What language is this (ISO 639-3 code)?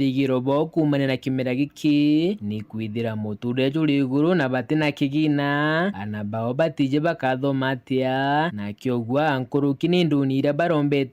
mer